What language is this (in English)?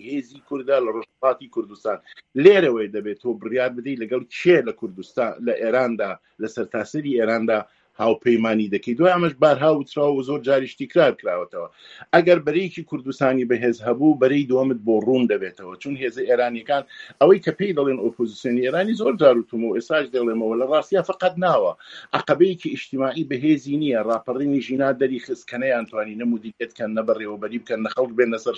Central Kurdish